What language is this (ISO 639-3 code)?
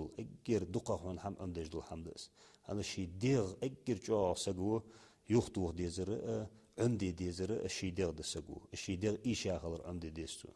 inh